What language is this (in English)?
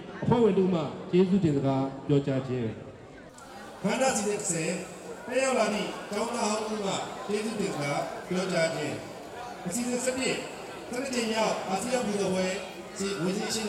Burmese